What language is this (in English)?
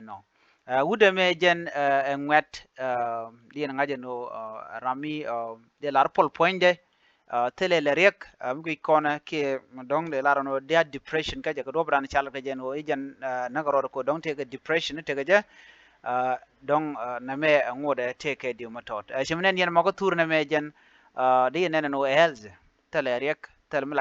Nuer